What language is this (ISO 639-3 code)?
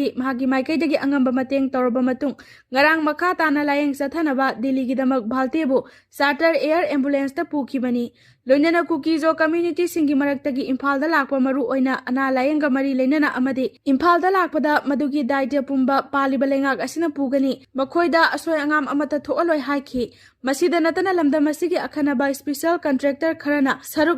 mni